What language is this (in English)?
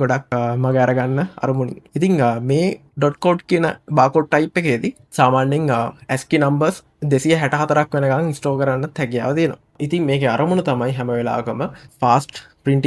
Sinhala